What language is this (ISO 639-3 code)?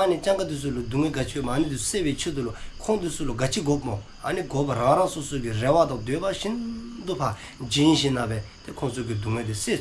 dzo